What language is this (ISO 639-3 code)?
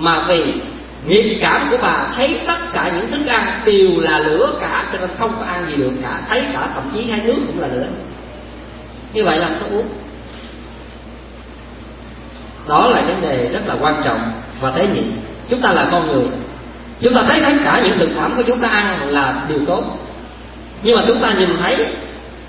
vie